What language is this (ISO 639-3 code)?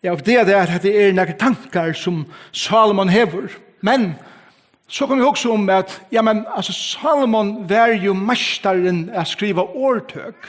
fao